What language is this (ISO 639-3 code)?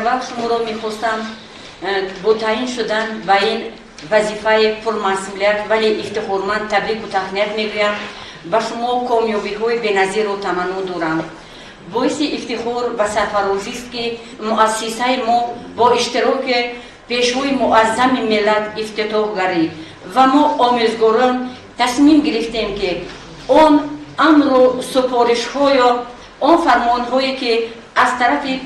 tgk